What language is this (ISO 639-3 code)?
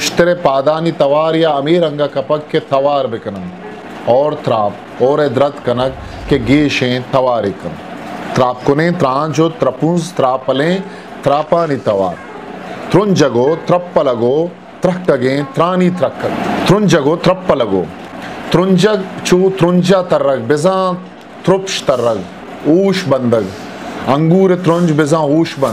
bgp